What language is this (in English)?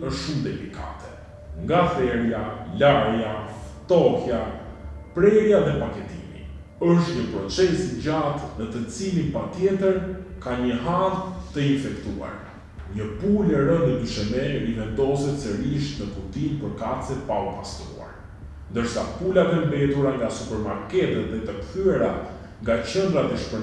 Albanian